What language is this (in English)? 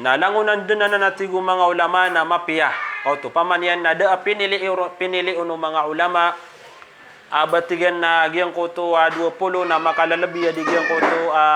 Maranao